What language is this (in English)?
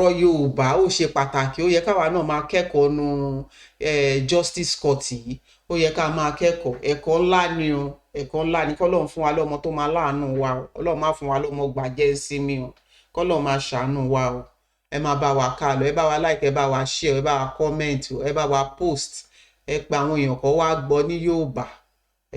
Yoruba